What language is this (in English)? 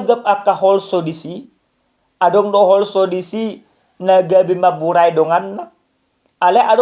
Batak Toba